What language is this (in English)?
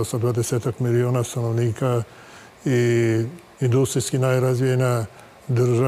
Serbian